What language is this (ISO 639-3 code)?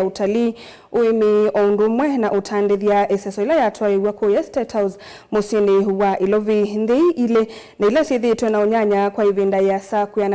kam